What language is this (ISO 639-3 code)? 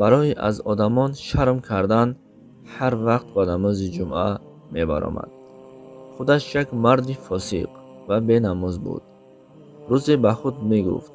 tgk